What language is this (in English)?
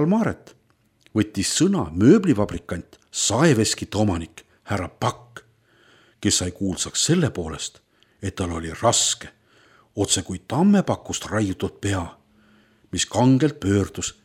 Estonian